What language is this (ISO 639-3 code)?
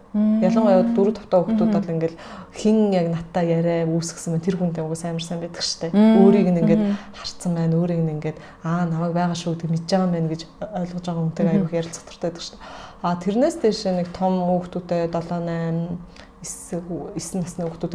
mon